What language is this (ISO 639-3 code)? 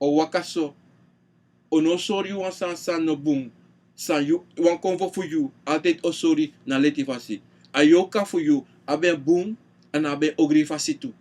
srn